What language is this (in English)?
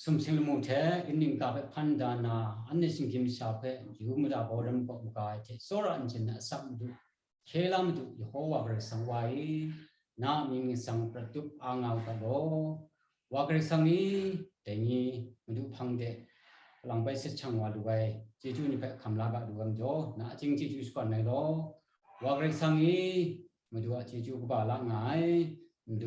Kachin